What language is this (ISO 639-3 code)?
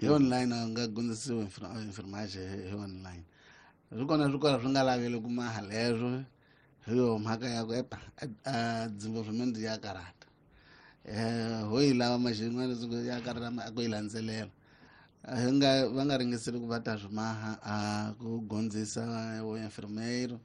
tso